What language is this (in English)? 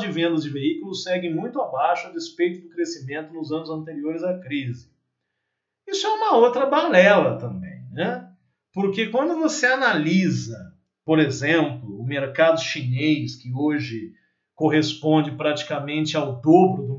Portuguese